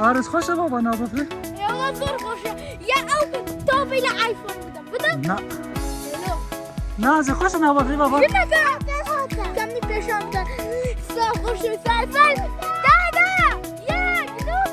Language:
Kurdish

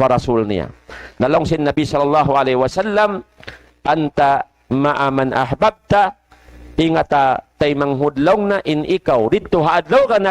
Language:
Tausug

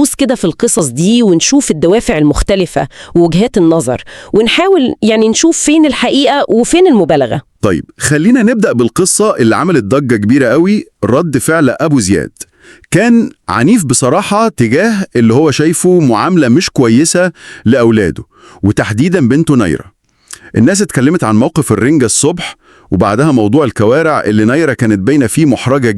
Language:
Egyptian Arabic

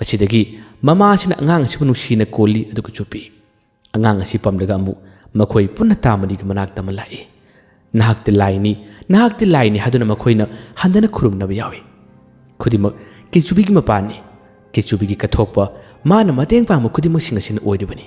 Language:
Manipuri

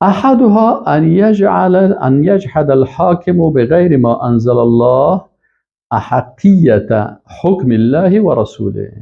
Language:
Persian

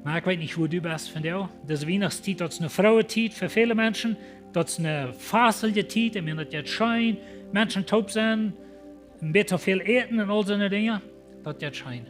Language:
Plautdietsch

